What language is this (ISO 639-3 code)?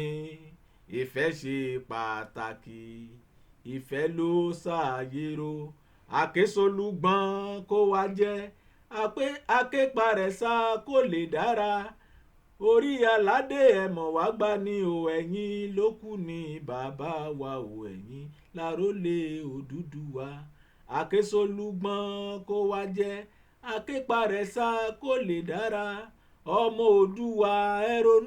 yor